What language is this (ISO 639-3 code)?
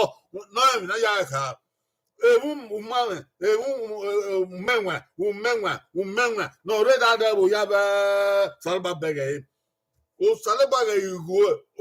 bin